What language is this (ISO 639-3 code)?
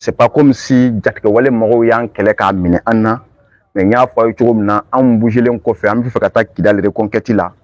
bam